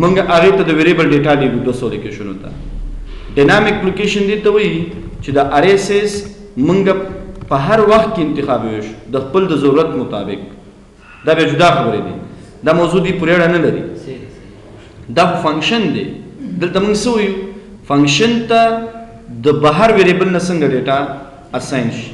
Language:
Pashto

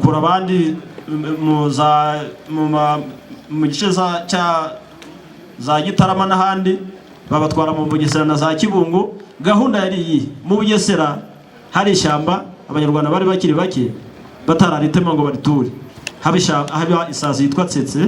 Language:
Kinyarwanda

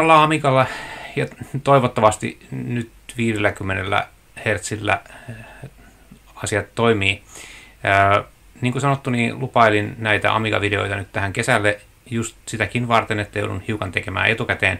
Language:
Finnish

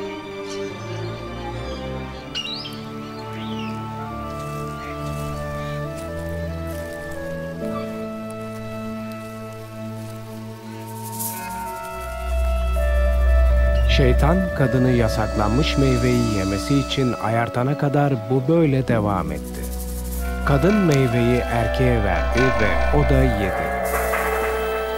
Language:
Turkish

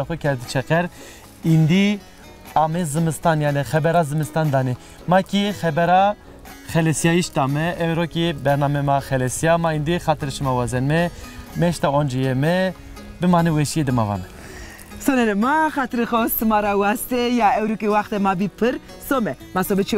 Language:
Zaza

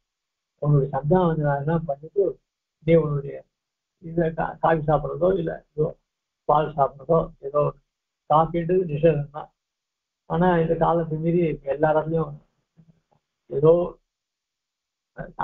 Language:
Tamil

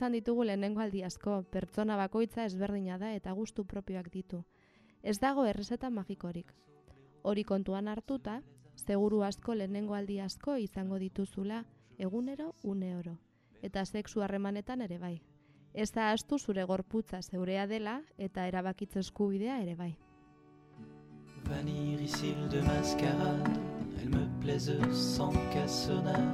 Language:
Basque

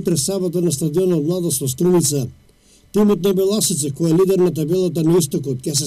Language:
Macedonian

